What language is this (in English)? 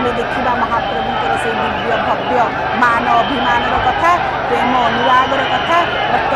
Odia